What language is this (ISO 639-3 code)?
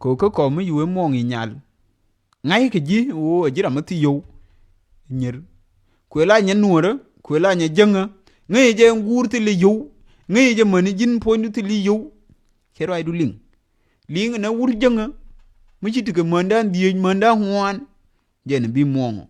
nus